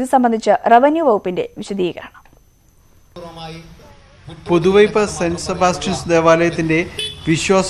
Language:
Malayalam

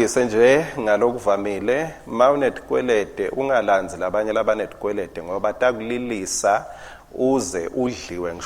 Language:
Swati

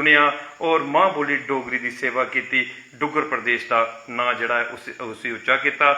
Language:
Dogri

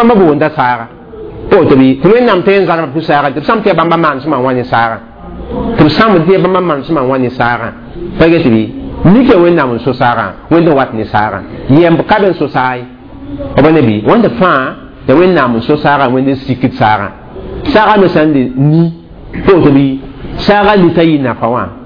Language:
Mossi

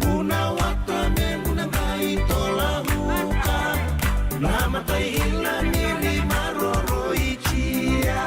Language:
Fijian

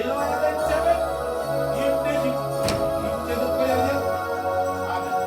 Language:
Marshallese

